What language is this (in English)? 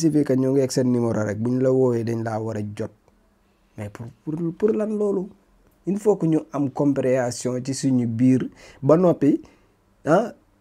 Wolof